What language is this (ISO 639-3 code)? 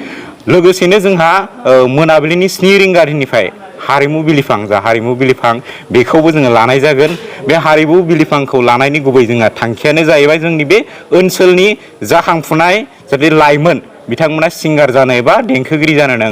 brx